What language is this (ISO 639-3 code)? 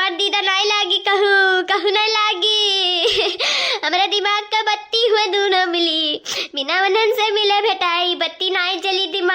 awa